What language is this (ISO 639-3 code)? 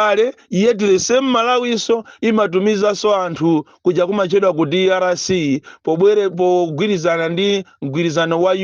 nya